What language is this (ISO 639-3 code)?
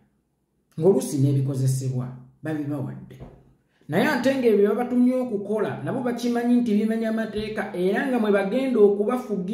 lug